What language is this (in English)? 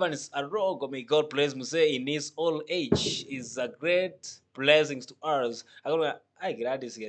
Gusii